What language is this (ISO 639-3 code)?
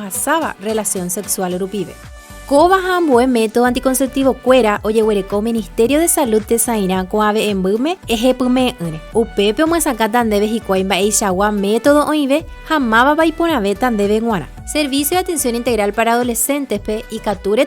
grn